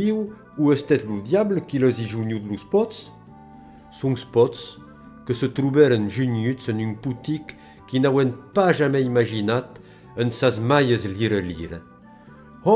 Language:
Occitan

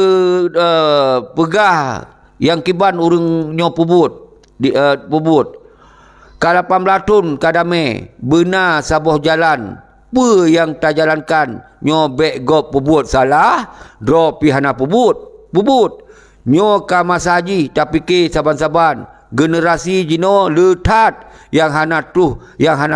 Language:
Achinese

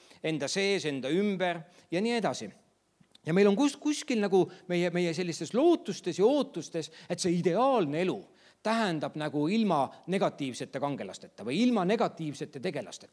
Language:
Estonian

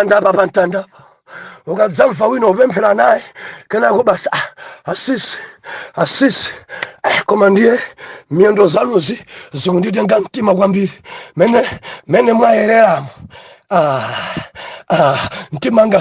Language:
Nyanja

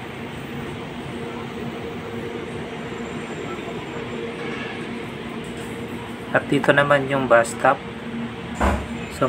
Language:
Filipino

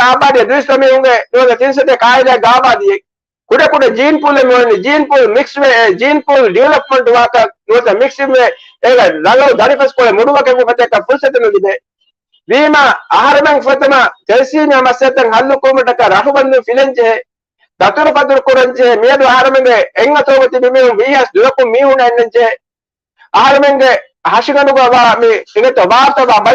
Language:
Divehi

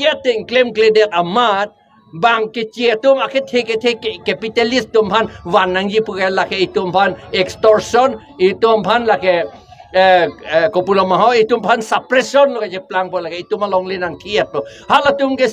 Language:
Karbi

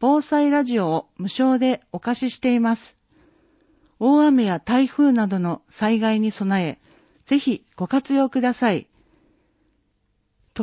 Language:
Japanese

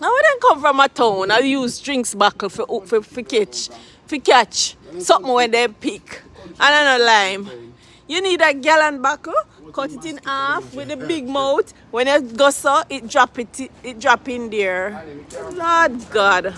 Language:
Jamaican Creole English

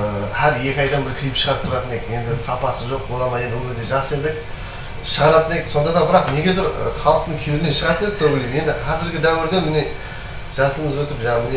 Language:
Kara-Kalpak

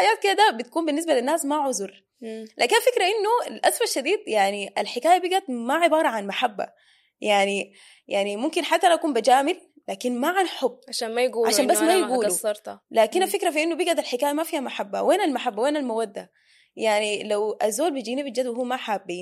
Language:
Sudanese Arabic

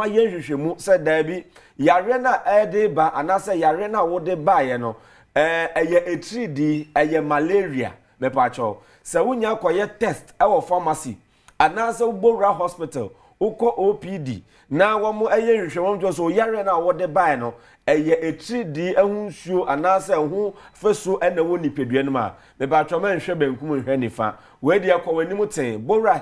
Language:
Akan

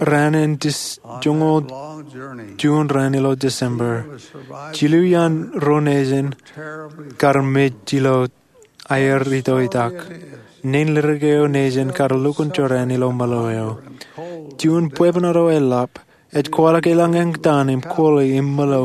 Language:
Marshallese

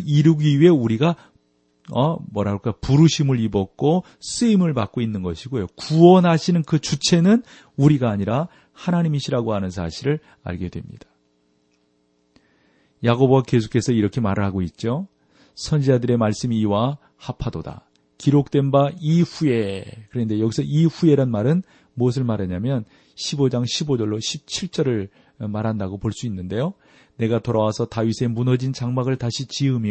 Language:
Korean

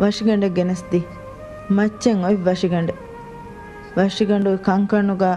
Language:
Divehi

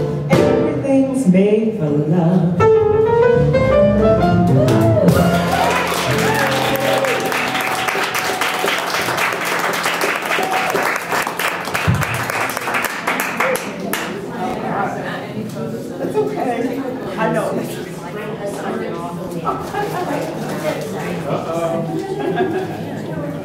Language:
English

